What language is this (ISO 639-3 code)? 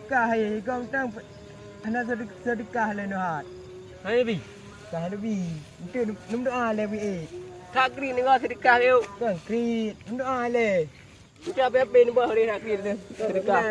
ace